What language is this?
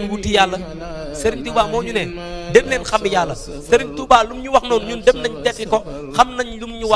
Wolof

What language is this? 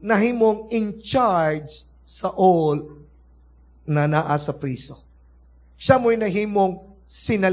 Cebuano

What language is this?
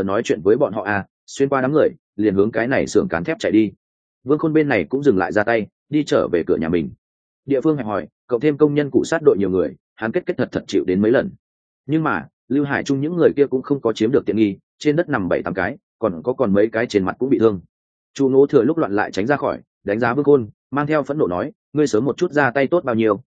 Vietnamese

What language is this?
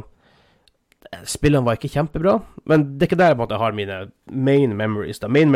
Norwegian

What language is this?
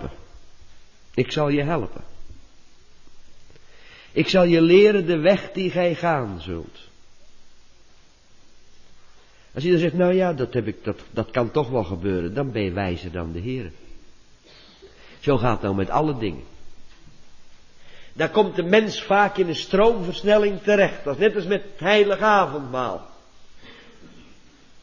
Dutch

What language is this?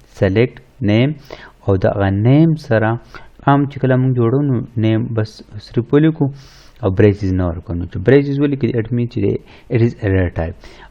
Pashto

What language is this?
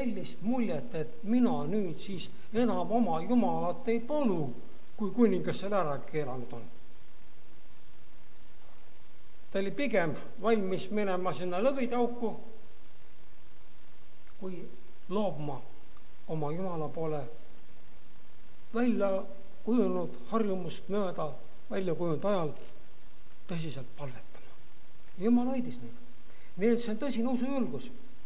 Estonian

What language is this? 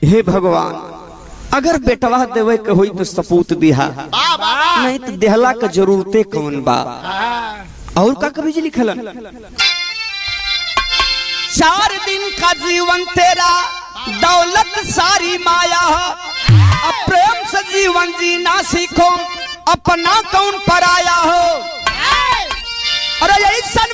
Bhojpuri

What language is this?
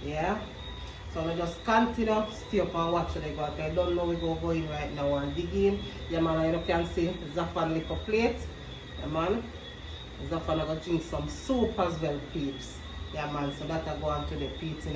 Jamaican Creole English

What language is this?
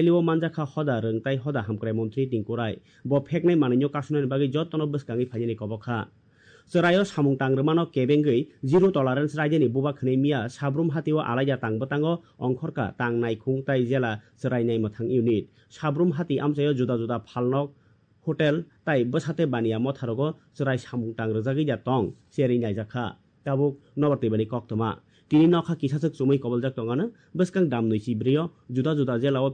Kok Borok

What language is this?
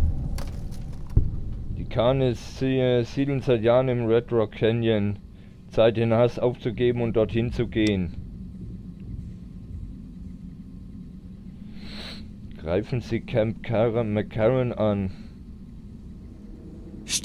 German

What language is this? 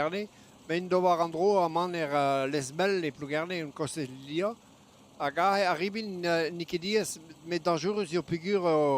Breton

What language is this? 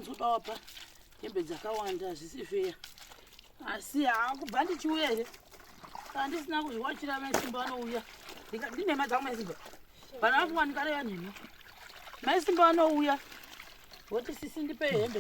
Shona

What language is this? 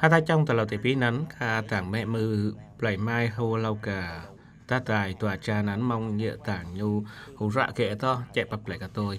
Eastern Cham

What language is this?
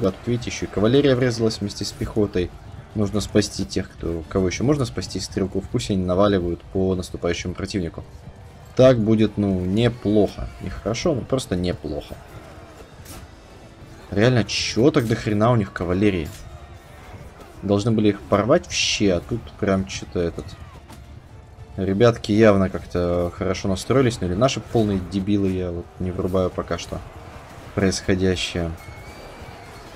Russian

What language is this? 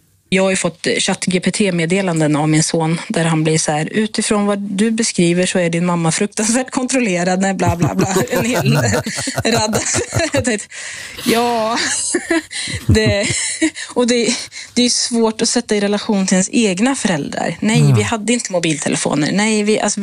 Swedish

